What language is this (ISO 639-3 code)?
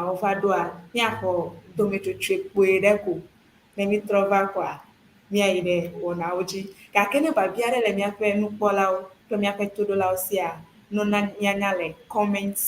ewe